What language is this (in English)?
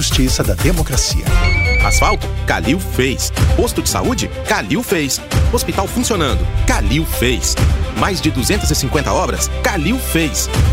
Portuguese